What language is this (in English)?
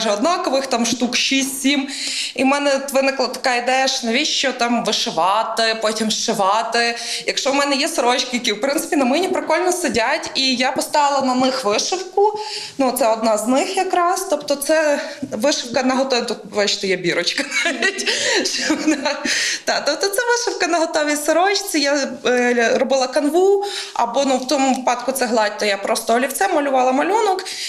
Ukrainian